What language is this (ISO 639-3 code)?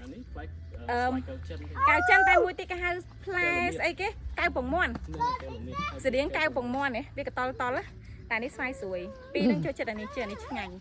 khm